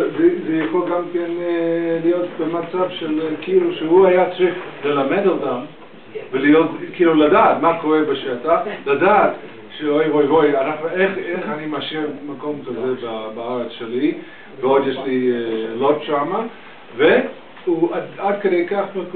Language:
Hebrew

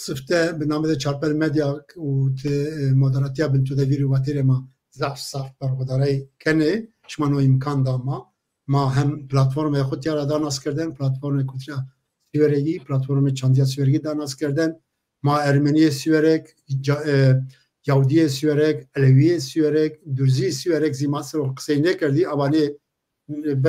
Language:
Zaza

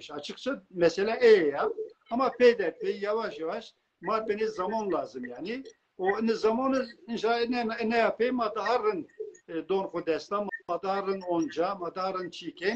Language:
Zaza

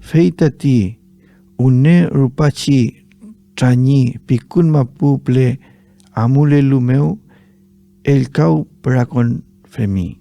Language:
Mapuche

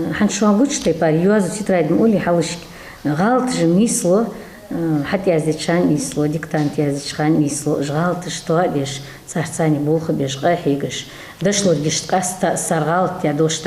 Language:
Ingush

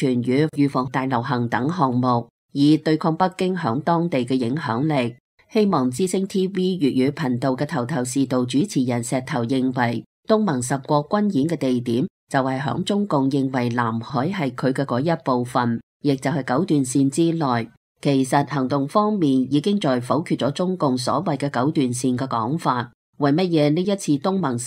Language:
Cantonese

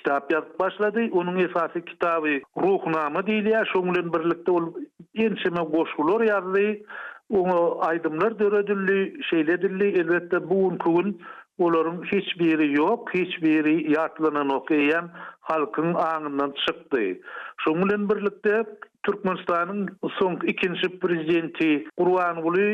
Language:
Turkmen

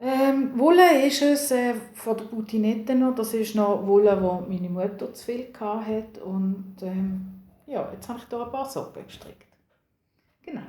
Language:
Swiss German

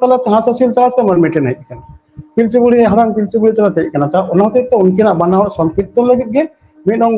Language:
Santali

